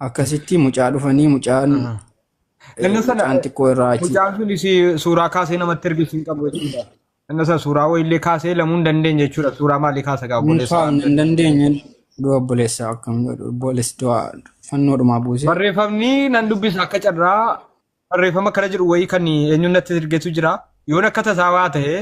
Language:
Oromo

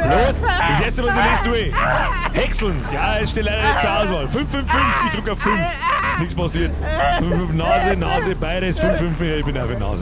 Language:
Bavarian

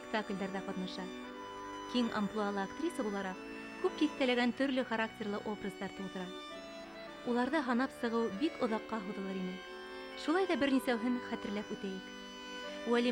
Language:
Bashkir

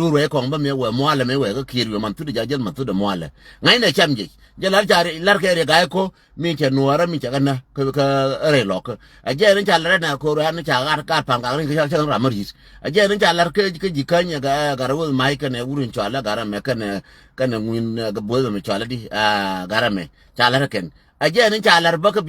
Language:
Nuer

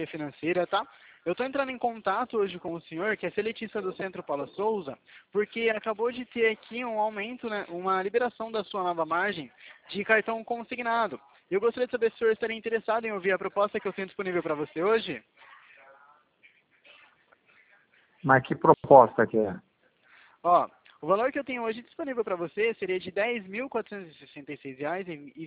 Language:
Portuguese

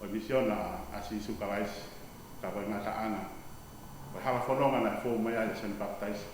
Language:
Tongan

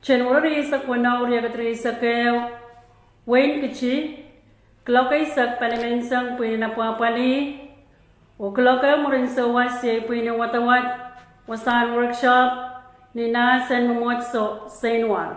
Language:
Pohnpeian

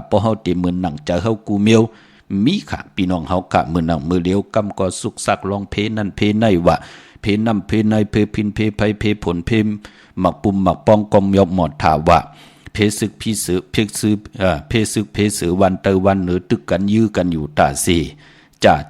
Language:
Shan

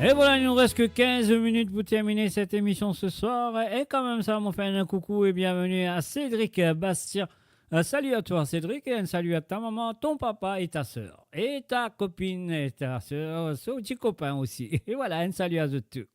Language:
Morisyen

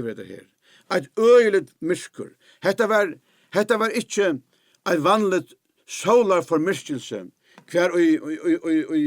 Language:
Faroese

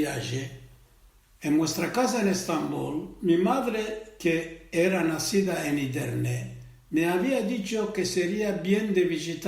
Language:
Ladino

